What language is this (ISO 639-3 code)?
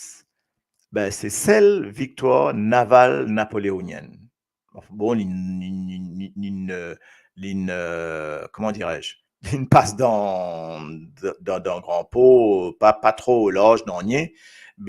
mfe